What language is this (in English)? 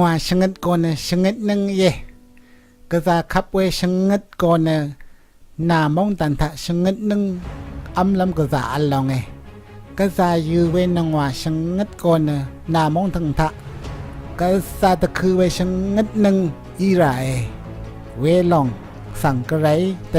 Rawang